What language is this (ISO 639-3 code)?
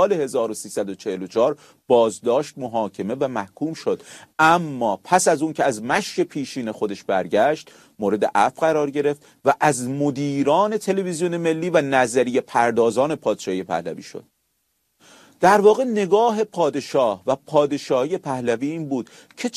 fas